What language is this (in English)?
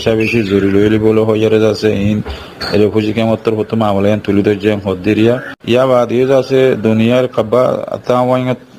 Rohingya